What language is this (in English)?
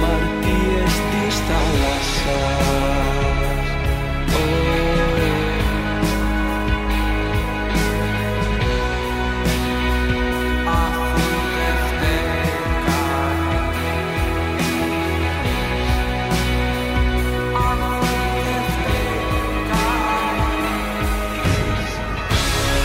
Greek